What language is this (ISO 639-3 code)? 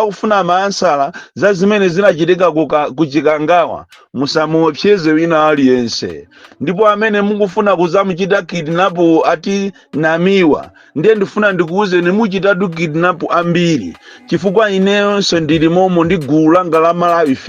nya